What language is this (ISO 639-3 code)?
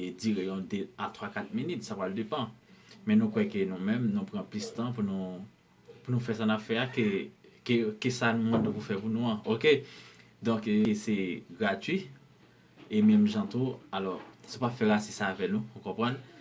hat